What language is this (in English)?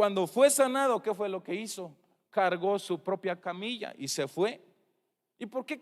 Tzeltal